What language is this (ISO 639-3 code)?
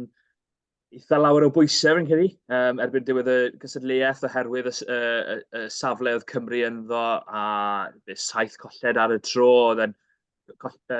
cym